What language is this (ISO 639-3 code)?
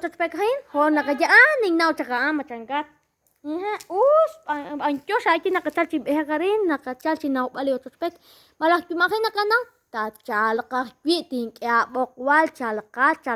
kek